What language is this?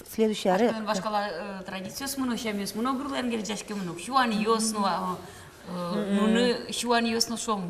Udmurt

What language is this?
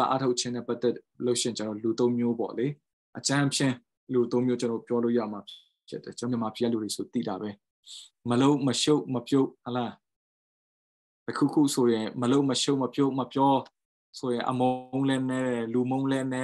Burmese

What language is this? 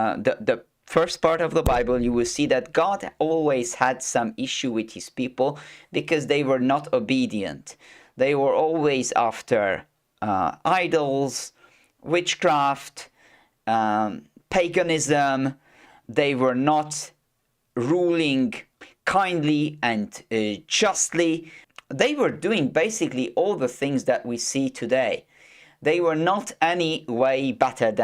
English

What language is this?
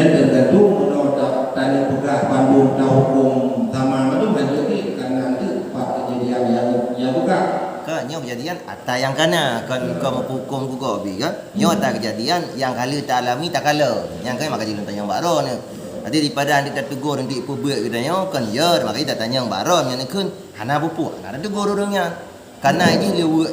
Achinese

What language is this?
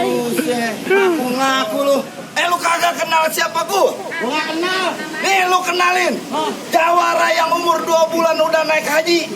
Betawi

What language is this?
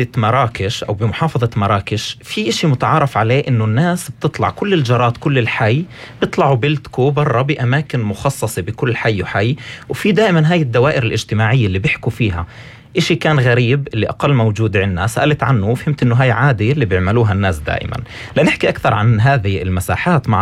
North Levantine Arabic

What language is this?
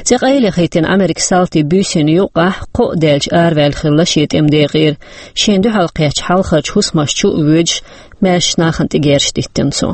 Chechen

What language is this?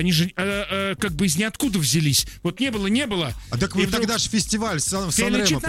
Russian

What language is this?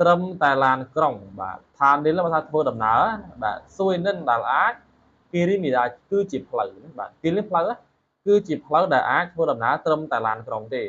Khmer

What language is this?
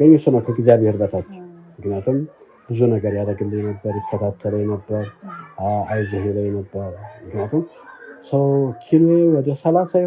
Amharic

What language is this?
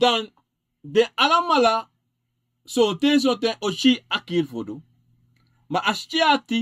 Sranan Tongo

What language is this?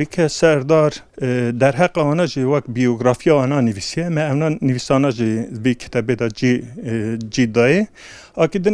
Kurdish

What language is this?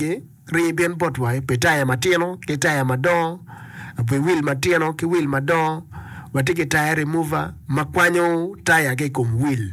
Acoli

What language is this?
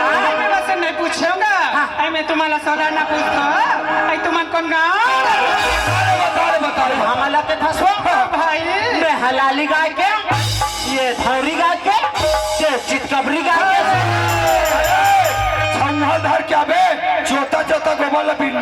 Chhattisgarhi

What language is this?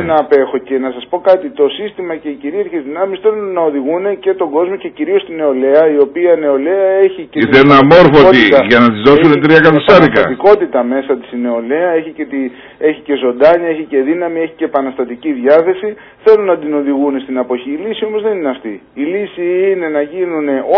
Greek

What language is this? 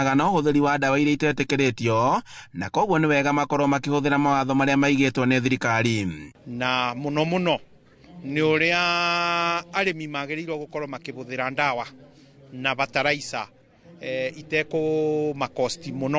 Kikuyu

